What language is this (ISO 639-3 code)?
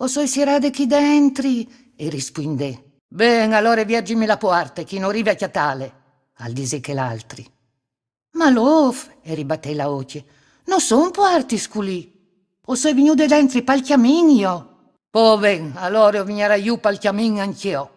fur